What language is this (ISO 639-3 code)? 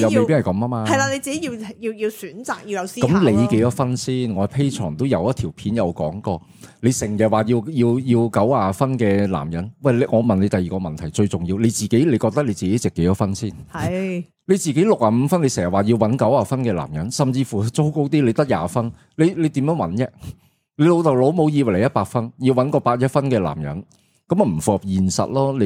yue